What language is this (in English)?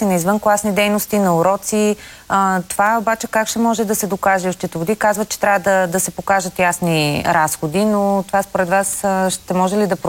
Bulgarian